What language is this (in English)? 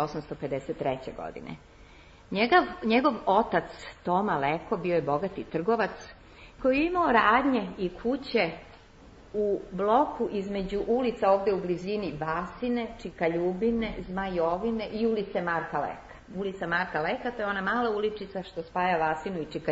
Serbian